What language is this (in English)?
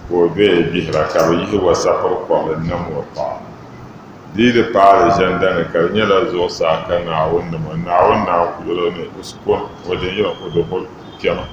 Dagbani